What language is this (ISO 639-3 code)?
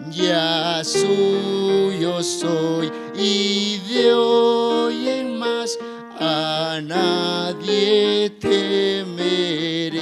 quh